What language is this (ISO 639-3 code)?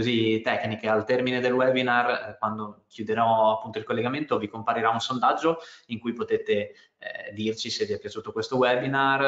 ita